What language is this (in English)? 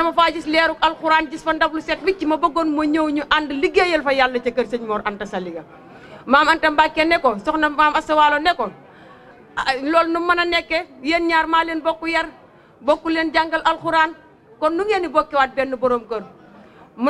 Wolof